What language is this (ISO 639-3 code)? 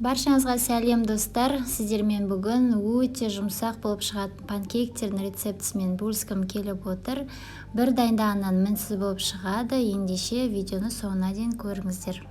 kaz